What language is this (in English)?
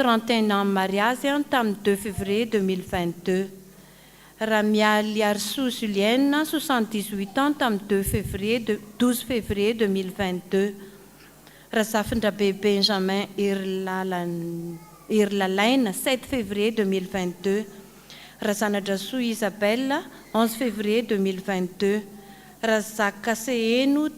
Malagasy